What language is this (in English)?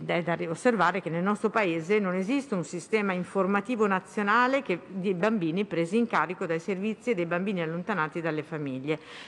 Italian